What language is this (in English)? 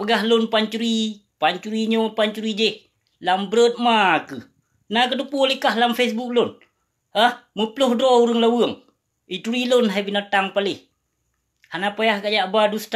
Achinese